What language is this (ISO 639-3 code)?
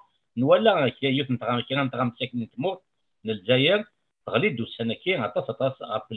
kab